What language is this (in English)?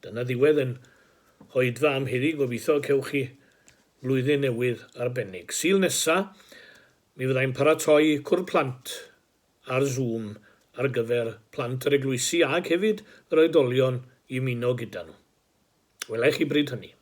Welsh